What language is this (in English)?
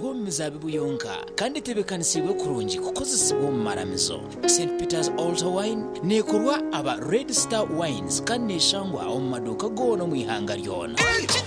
Nyankole